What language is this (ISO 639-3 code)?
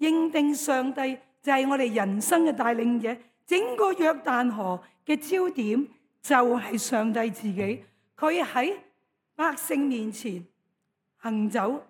yue